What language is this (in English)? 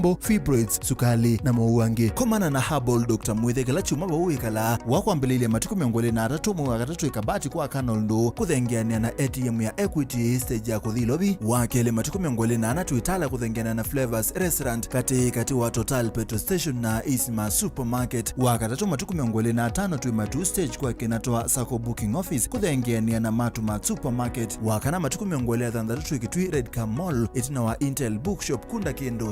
Kamba